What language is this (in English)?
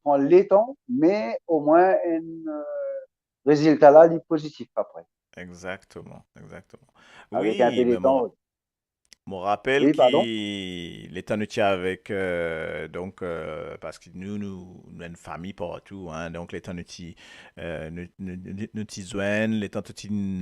Morisyen